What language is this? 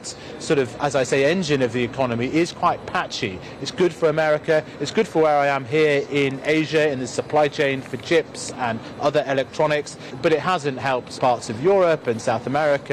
English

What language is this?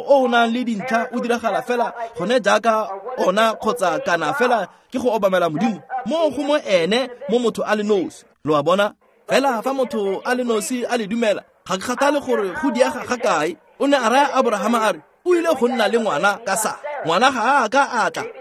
Tswana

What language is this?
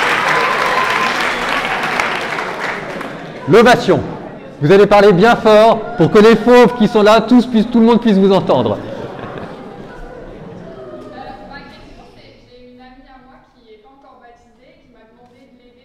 French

